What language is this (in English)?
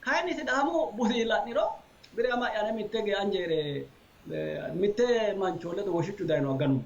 Sidamo